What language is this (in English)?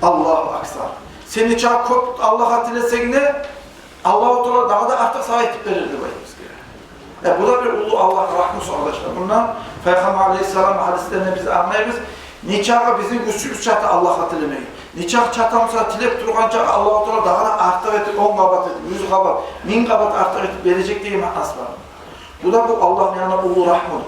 Kumyk